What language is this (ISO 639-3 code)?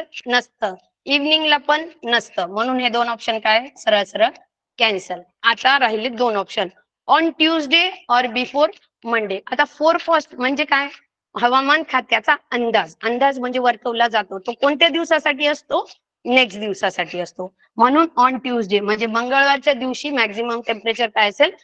mar